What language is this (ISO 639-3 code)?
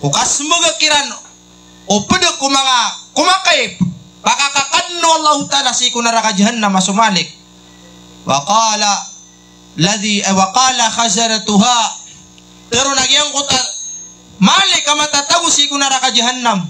mrw